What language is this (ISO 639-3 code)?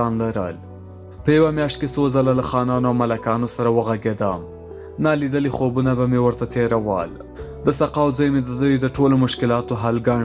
pus